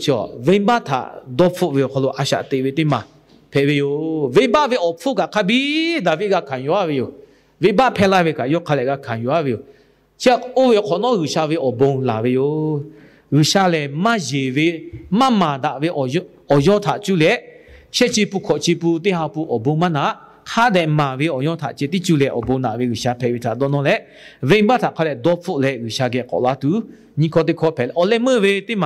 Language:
Lahu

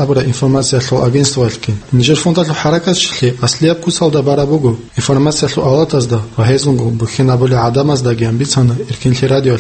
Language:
Avaric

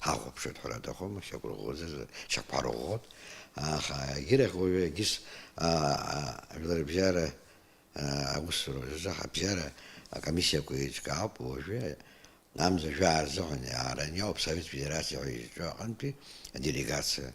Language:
Abkhazian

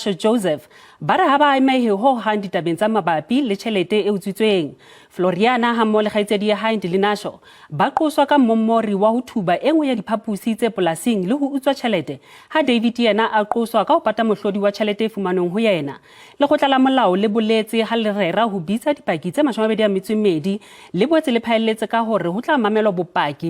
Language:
Southern Sotho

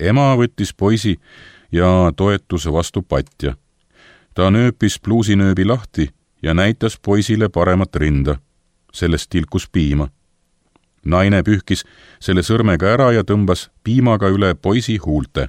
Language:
Estonian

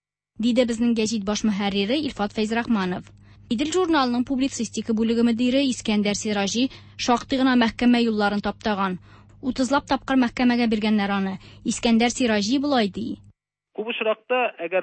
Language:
Tatar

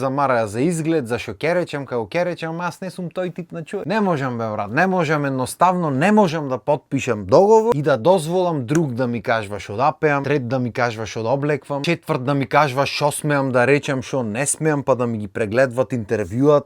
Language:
Macedonian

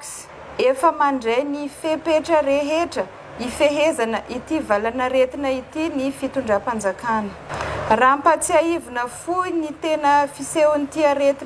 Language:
Malagasy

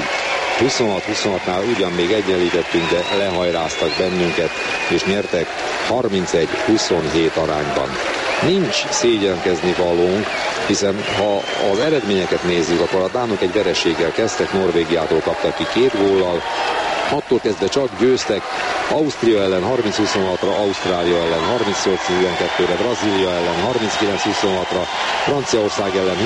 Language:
Hungarian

